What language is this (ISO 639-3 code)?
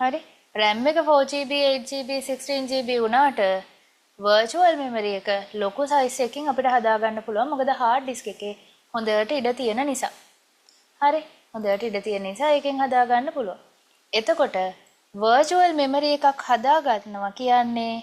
sin